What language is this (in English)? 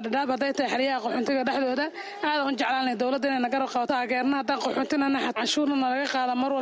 Somali